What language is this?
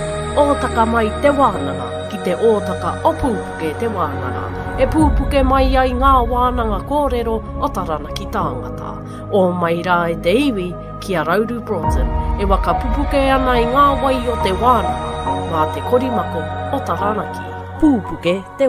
Māori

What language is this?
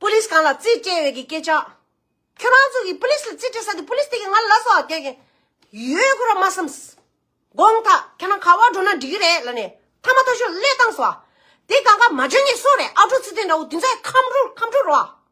Tibetan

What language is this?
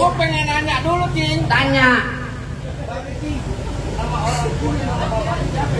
Betawi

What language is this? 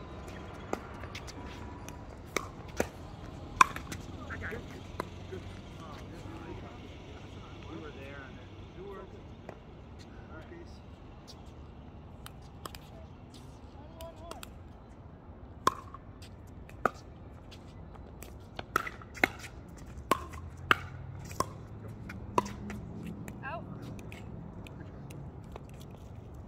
English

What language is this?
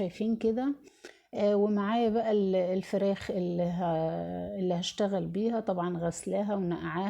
Egyptian Arabic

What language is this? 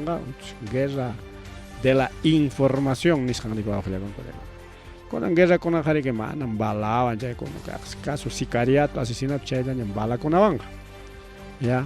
Ayacucho Quechua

